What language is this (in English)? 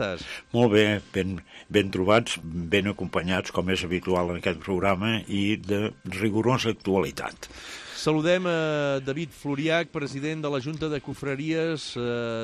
Catalan